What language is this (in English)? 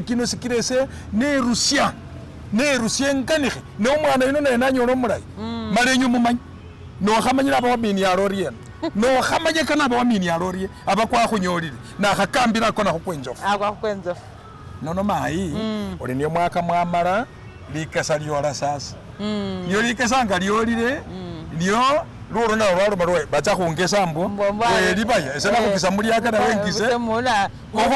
Masaaba